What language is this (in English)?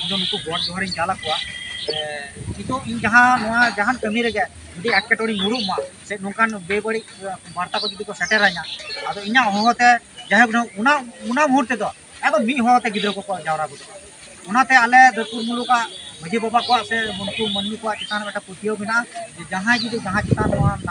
Santali